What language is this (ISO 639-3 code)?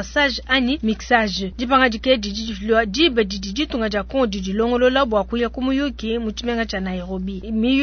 lua